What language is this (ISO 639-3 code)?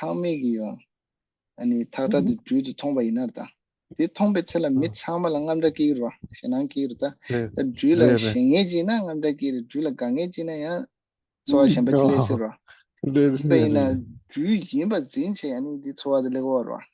bod